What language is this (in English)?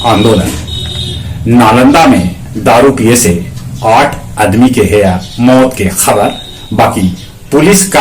Magahi